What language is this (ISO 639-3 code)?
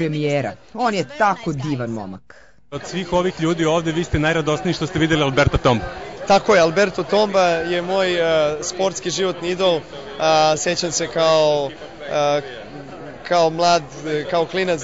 srp